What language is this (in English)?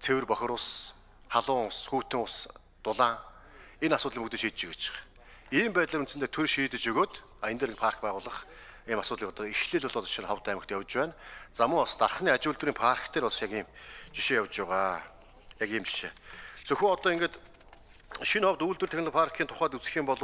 Mongolian